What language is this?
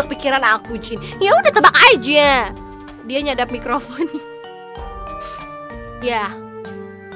Indonesian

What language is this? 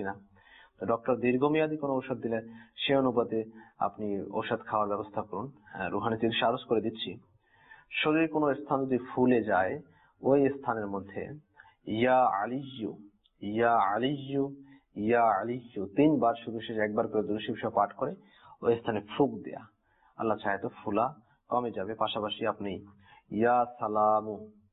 Bangla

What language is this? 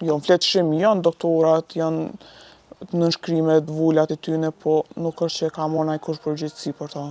Albanian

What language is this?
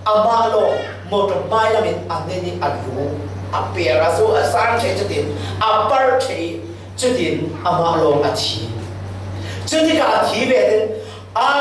Falam Chin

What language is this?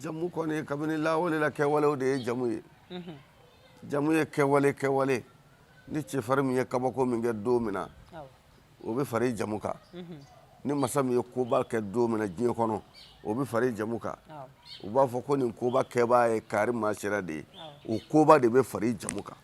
Bambara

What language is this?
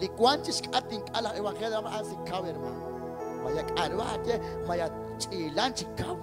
Kekchí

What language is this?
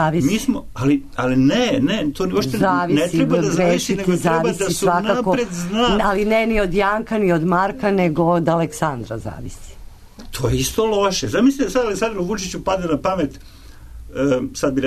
Serbian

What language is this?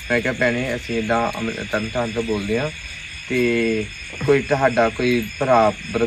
Punjabi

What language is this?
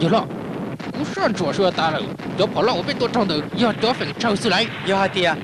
Hmong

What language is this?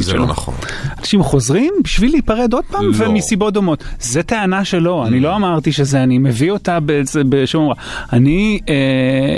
Hebrew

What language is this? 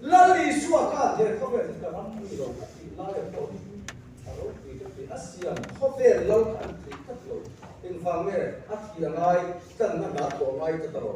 Mizo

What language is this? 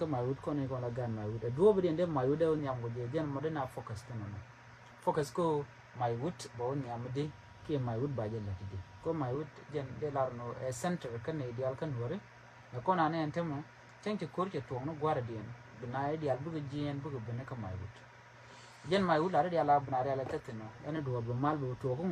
Nuer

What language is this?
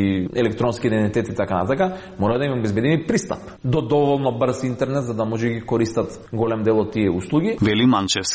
Macedonian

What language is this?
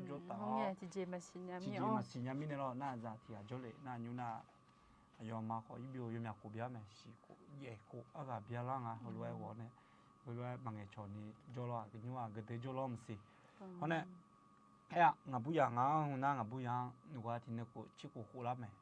Akha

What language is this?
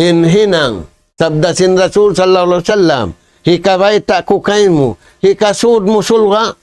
Tausug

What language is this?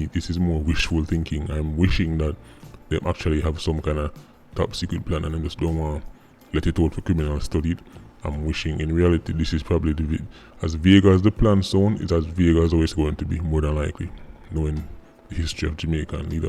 Jamaican Creole English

